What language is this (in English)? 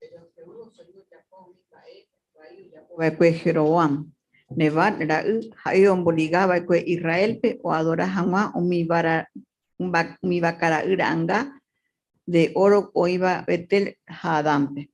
Guarani